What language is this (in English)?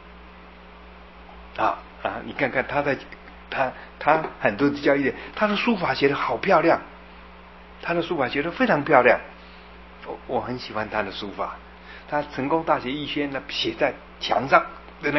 Chinese